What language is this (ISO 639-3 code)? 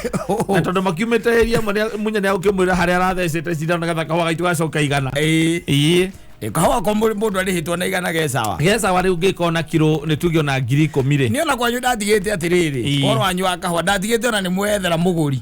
kik